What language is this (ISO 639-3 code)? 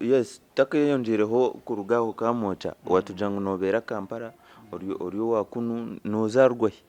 nyn